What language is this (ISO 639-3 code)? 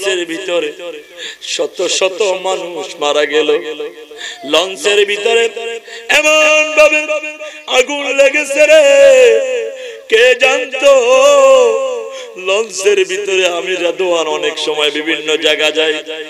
ben